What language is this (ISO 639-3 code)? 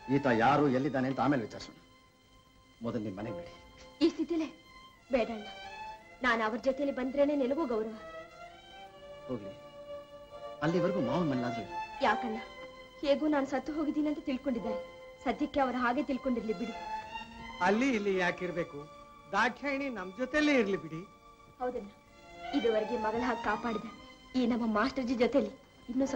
kan